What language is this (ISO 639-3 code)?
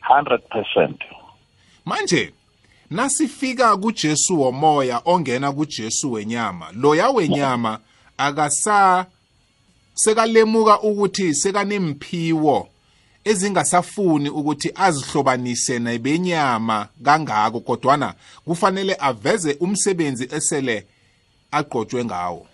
nbl